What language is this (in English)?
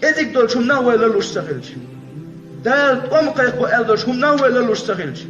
Chechen